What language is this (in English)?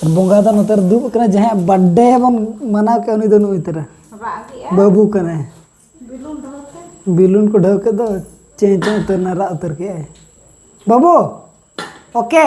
Santali